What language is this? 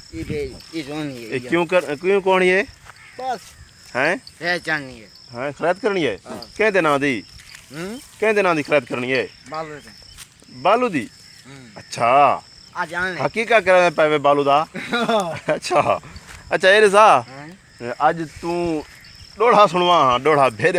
Saraiki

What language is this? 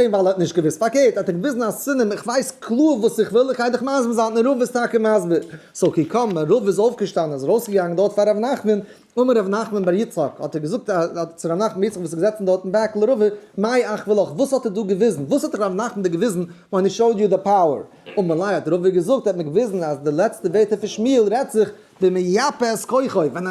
Yiddish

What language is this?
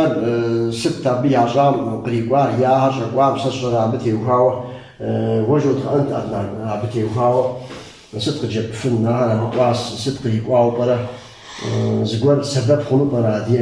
Kabardian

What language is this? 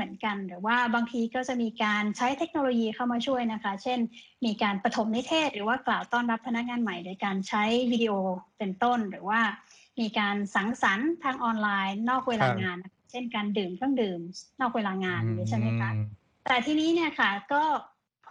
Thai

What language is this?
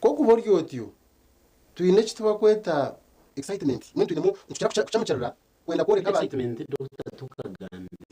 Nyankole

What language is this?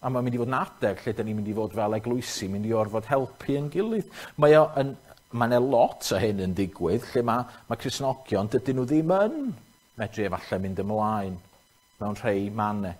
Welsh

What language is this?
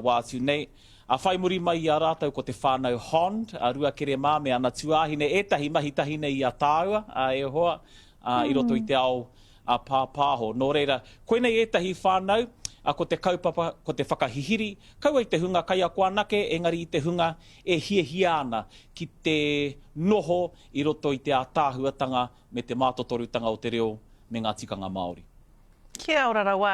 Māori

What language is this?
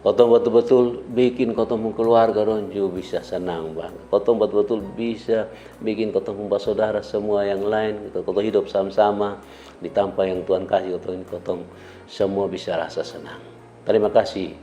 Kupang Malay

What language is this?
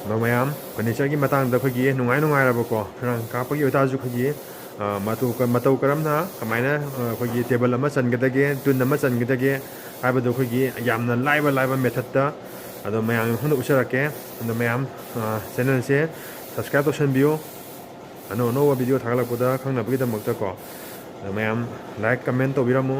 Manipuri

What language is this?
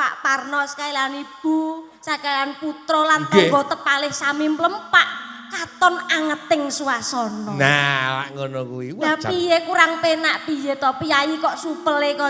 Javanese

